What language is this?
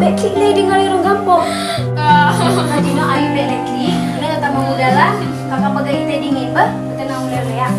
Achinese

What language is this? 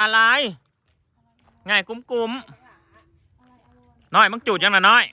Northeastern Thai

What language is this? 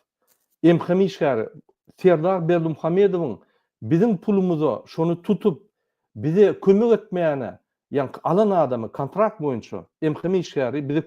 Turkmen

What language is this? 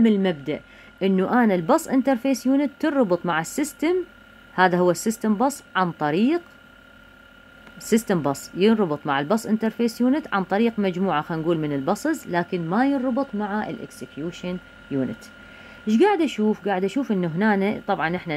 Mesopotamian Arabic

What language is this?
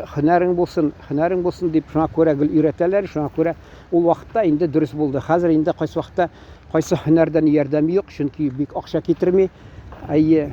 Tatar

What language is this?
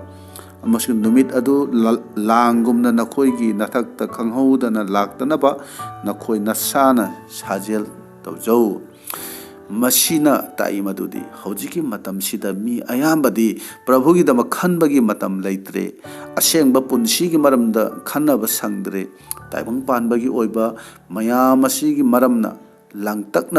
Manipuri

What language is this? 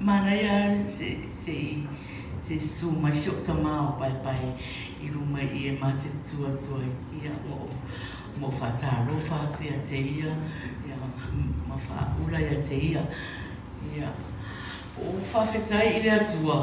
Samoan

